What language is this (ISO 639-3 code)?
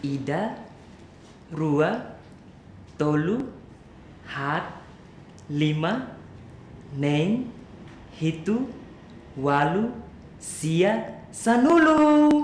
tet